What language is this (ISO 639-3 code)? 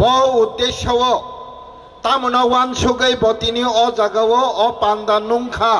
trp